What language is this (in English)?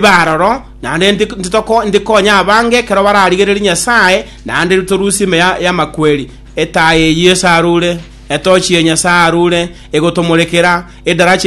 Gusii